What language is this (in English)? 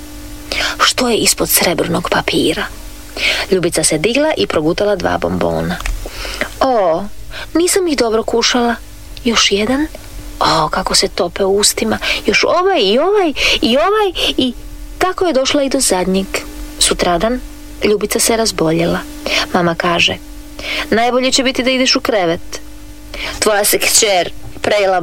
Croatian